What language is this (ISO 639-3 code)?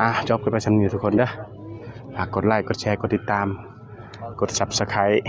tts